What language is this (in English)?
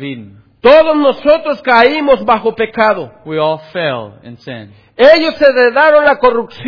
Spanish